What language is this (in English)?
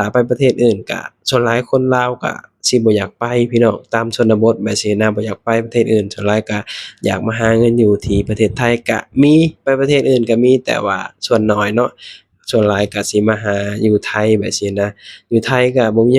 Lao